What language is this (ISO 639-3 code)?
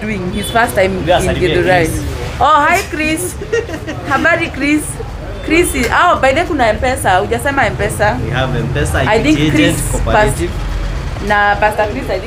swa